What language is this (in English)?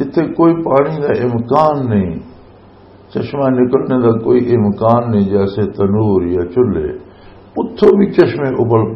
Western Panjabi